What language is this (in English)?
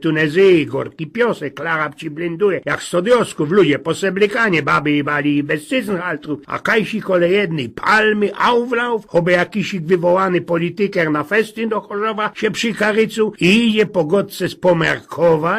Silesian